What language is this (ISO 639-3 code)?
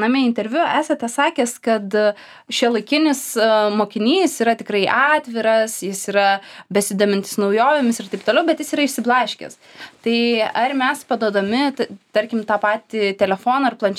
lit